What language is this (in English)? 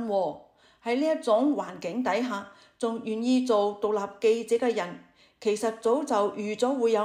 Cantonese